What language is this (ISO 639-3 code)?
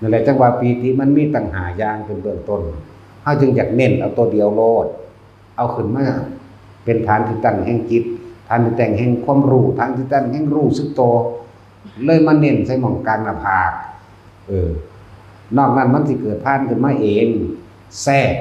tts